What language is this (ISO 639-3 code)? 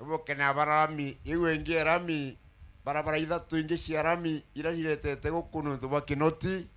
mer